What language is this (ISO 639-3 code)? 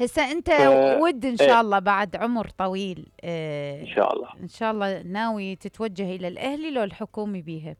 acm